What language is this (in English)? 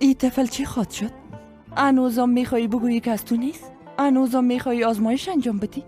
Persian